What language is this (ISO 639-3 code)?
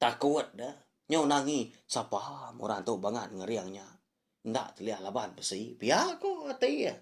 iba